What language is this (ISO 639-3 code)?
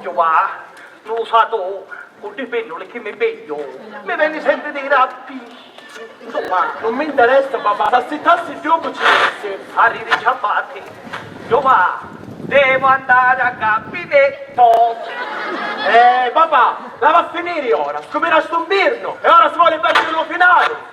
scn